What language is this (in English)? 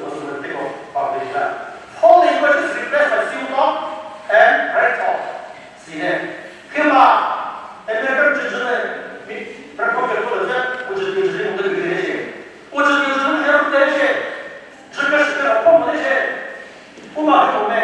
Chokri Naga